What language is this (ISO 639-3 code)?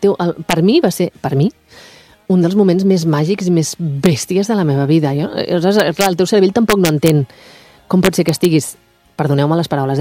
cat